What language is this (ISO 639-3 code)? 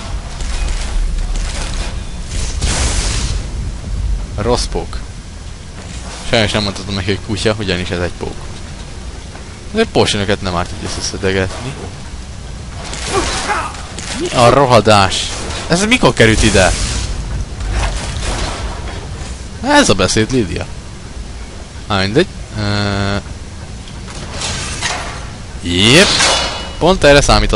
hun